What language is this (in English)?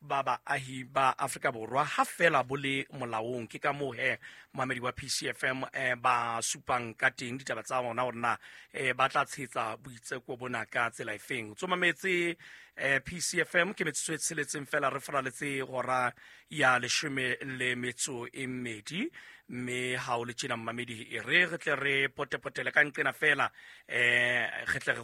Southern Sotho